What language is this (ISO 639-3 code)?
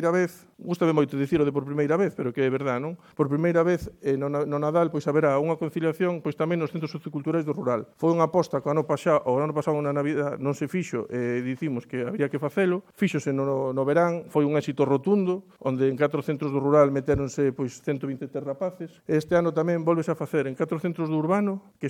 glg